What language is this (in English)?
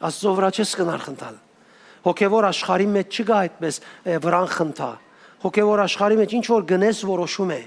Western Armenian